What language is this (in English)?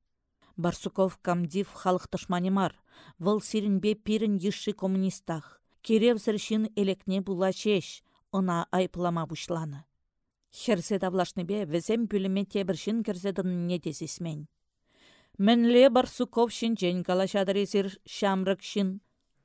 Chuvash